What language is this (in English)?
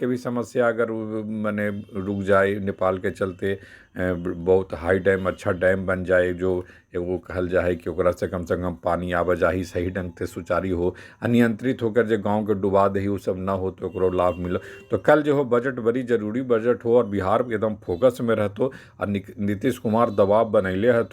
Magahi